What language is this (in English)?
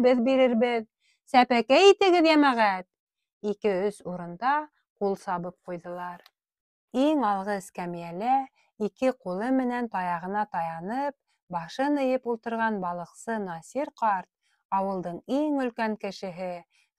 Bashkir